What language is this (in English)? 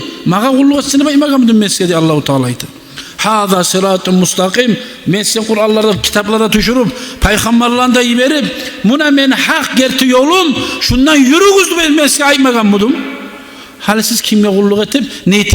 Kumyk